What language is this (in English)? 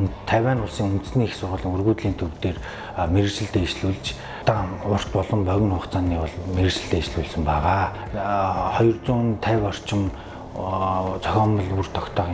Mongolian